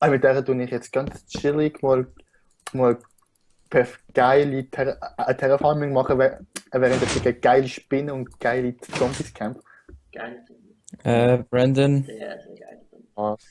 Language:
Swiss German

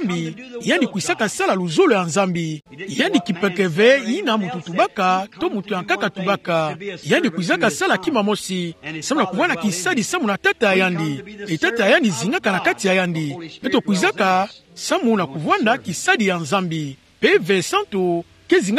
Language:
Kituba (Democratic Republic of Congo)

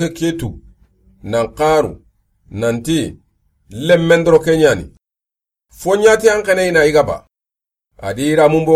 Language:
Soninke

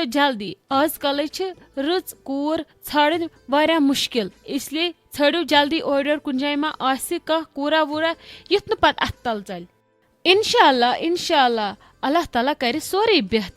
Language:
Kashmiri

